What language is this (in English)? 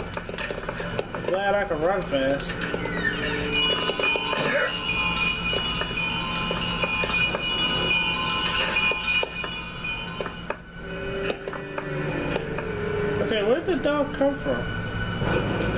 English